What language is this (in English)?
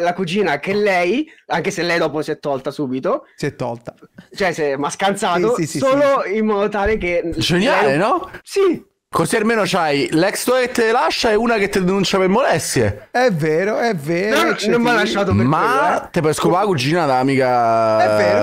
Italian